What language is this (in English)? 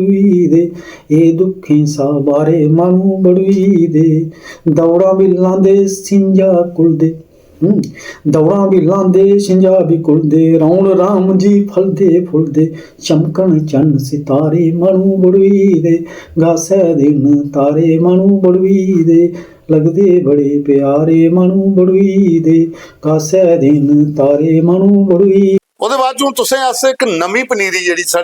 Dogri